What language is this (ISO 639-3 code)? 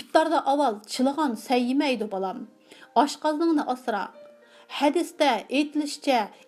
uig